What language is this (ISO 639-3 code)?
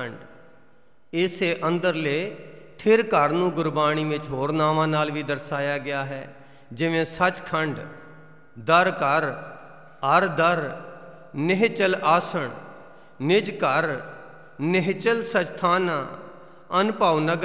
pan